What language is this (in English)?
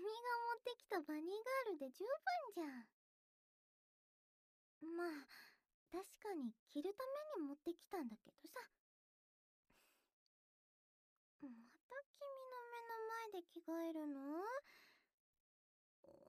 Japanese